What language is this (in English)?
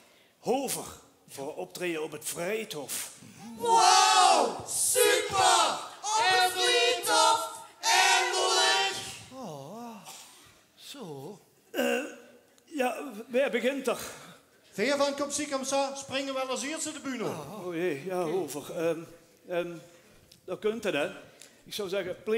Limburgish